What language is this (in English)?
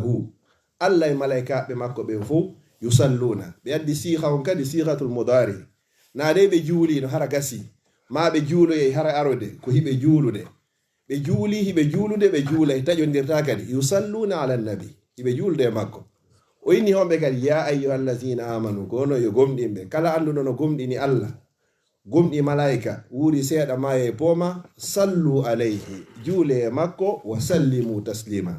Fula